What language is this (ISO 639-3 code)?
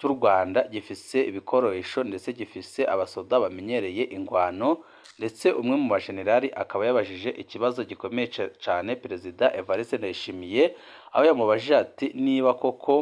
run